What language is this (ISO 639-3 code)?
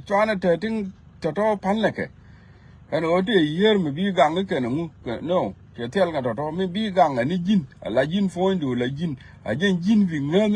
nus